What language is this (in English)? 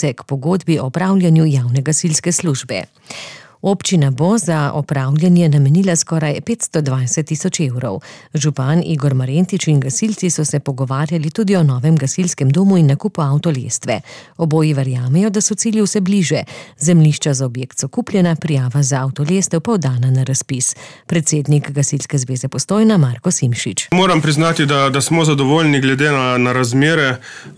Slovenian